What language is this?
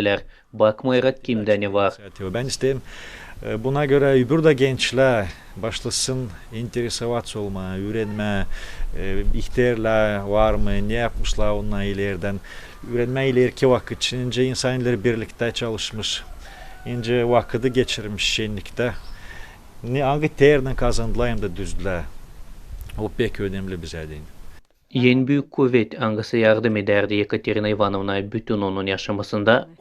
Gagauz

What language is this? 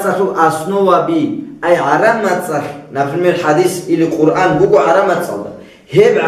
Avaric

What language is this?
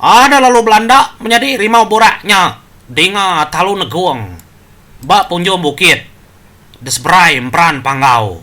Iban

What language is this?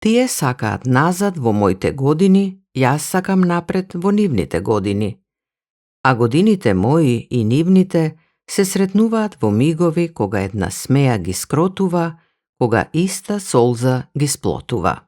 Macedonian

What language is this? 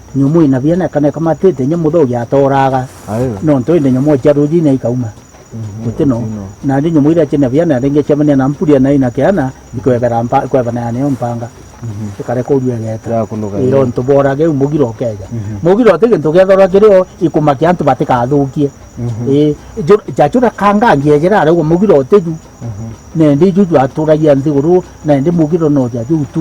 Meru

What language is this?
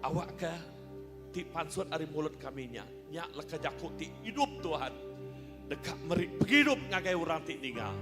Iban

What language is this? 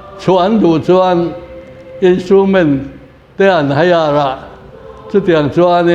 Mizo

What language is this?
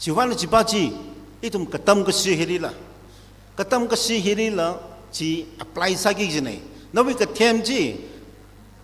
Tangkhul Naga (India)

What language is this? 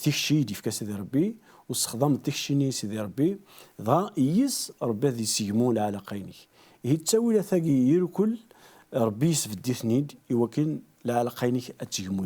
Kabyle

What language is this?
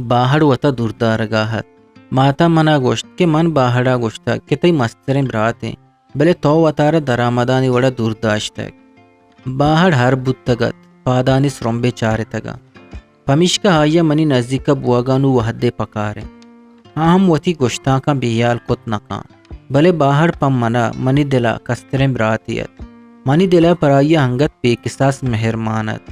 Eastern Balochi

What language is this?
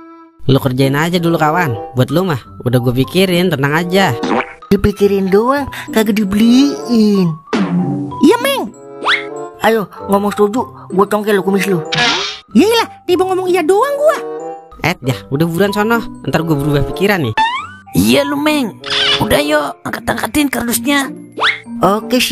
Betawi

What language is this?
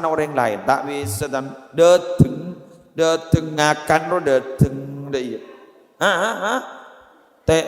Madurese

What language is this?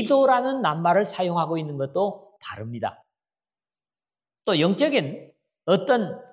Korean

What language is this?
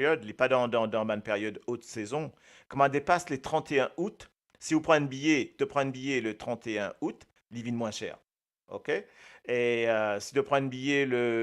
Morisyen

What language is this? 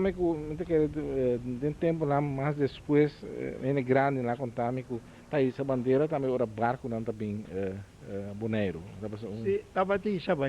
Papiamento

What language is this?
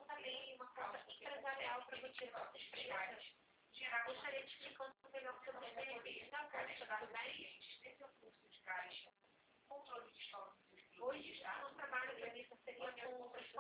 Portuguese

